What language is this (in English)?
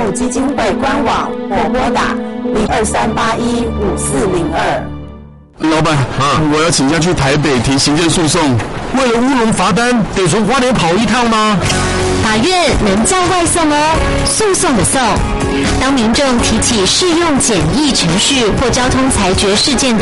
Chinese